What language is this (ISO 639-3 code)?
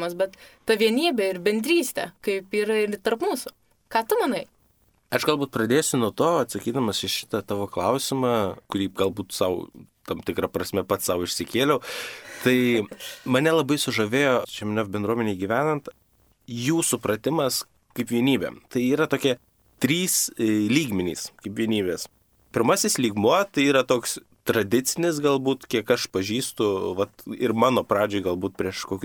lit